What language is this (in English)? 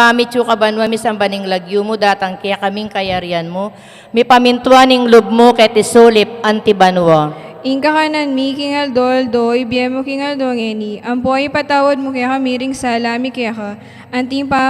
Pampanga